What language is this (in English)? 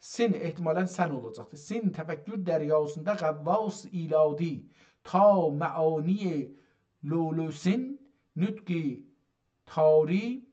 South Azerbaijani